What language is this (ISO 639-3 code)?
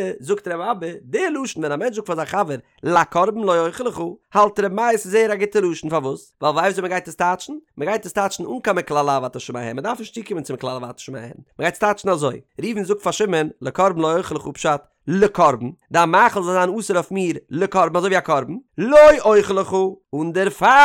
yid